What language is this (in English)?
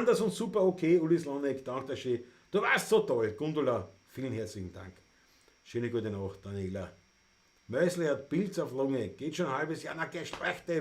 Bavarian